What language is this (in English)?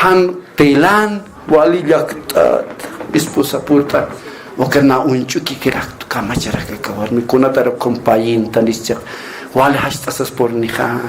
Aymara